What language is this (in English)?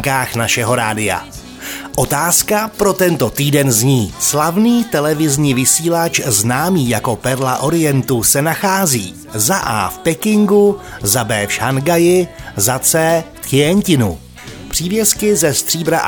Czech